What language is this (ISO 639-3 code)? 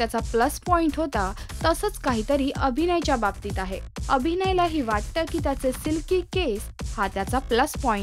mar